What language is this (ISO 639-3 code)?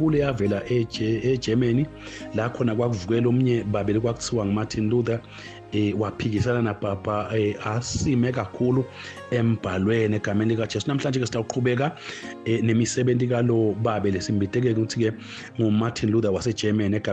ssw